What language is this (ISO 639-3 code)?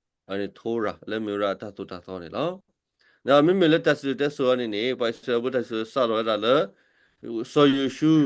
ksw